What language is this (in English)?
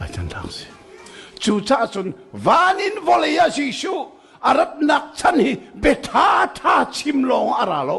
Hakha Chin